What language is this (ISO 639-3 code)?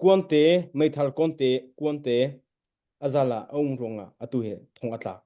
cnh